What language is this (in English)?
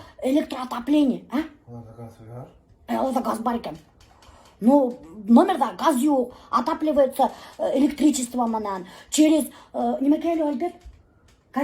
Bashkir